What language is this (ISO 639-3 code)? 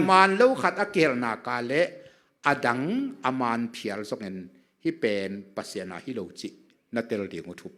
ctd